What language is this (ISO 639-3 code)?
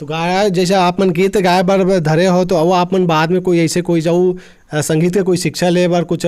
hne